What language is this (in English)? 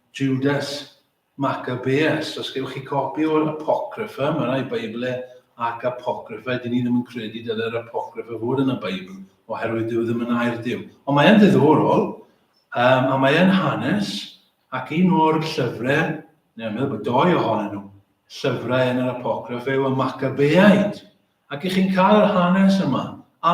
Welsh